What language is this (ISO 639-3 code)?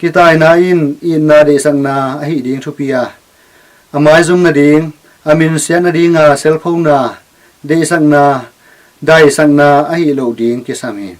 ctd